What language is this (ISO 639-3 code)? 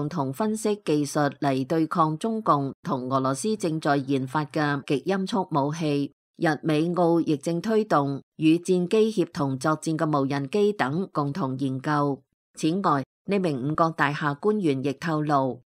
yue